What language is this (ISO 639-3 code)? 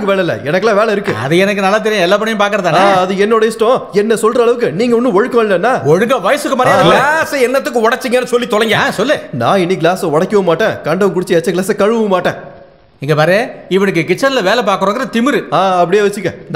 tam